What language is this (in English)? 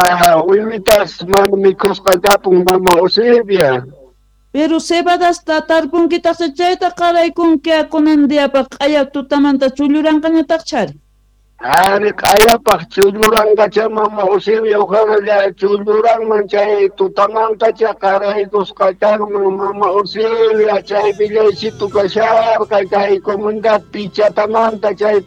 South Bolivian Quechua